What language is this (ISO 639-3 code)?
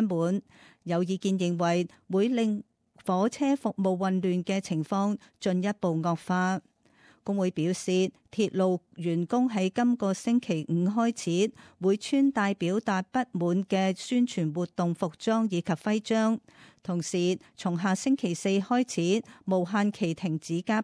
yue